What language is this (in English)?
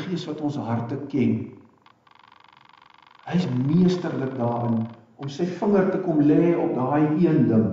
Afrikaans